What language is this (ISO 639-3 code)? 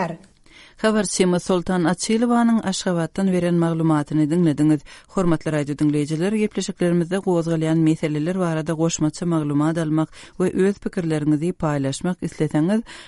tuk